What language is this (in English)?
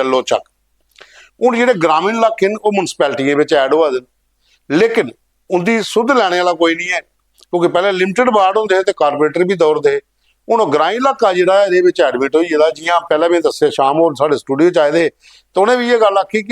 Dogri